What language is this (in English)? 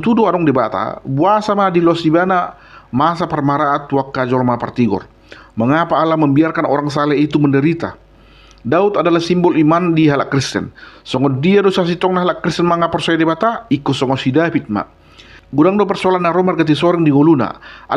Batak Toba